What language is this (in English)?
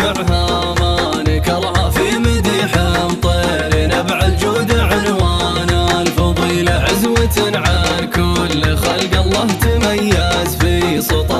Arabic